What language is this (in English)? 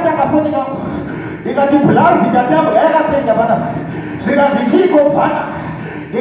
Shona